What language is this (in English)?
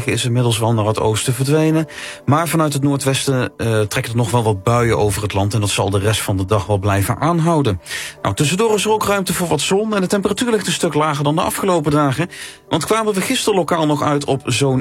Dutch